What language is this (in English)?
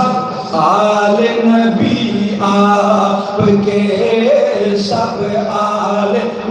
Saraiki